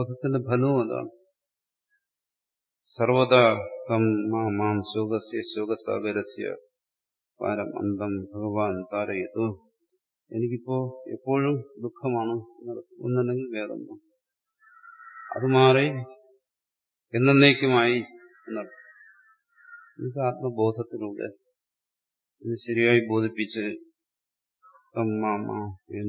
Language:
Malayalam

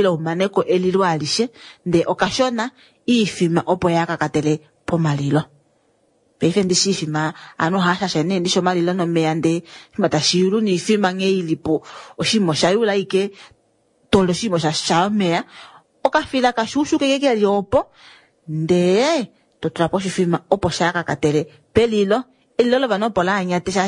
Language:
Kuanyama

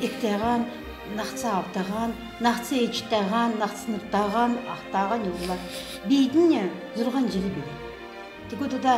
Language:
Kalmyk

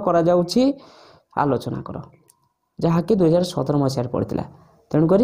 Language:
Odia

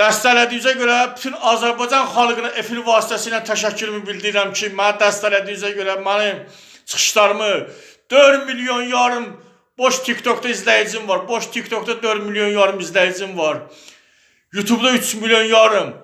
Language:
Azerbaijani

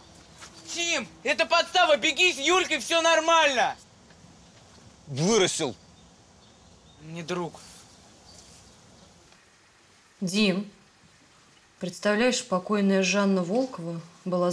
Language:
Russian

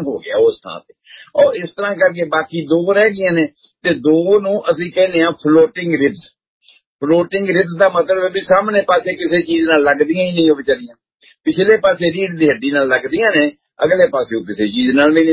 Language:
Punjabi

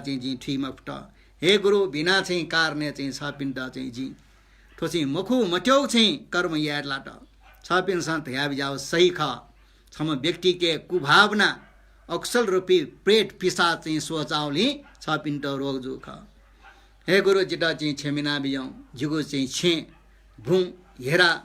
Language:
Newari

